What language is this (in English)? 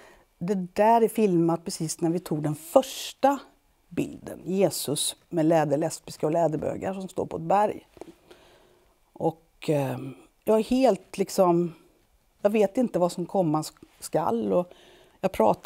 Swedish